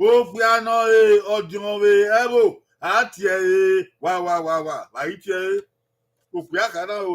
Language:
Bini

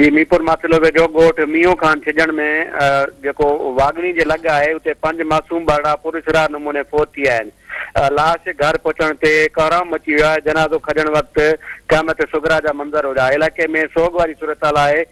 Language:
Sindhi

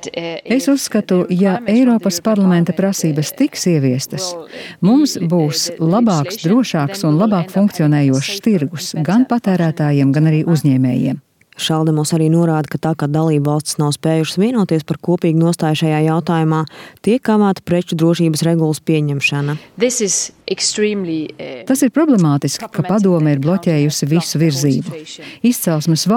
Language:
Latvian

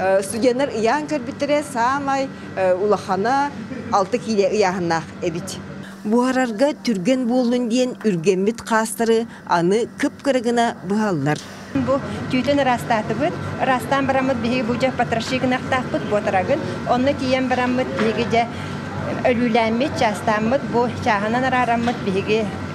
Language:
Yakut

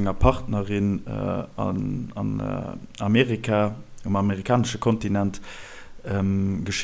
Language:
Luxembourgish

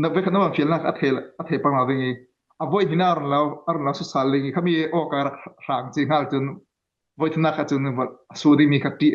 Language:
Falam Chin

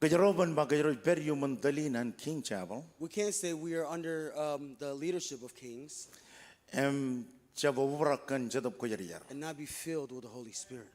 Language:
Marshallese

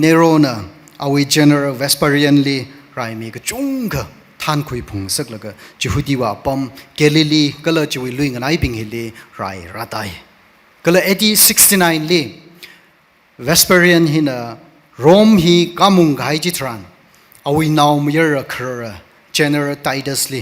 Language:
Tangkhul Naga (India)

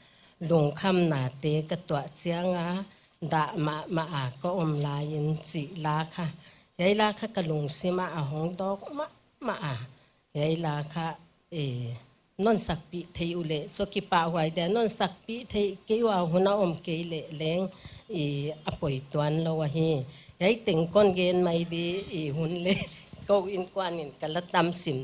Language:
Paite Chin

